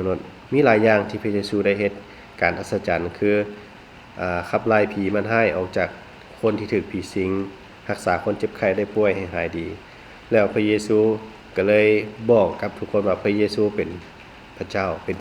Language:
Lao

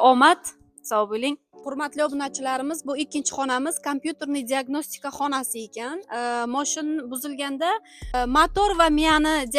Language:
Uzbek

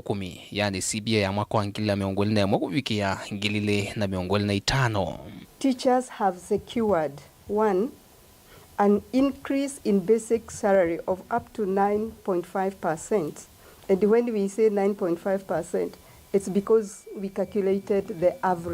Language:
Kamba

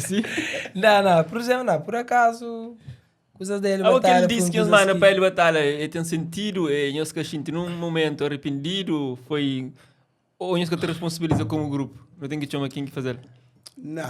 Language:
Kabuverdianu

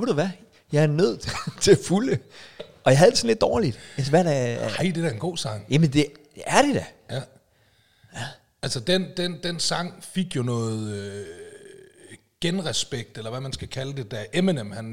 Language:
Danish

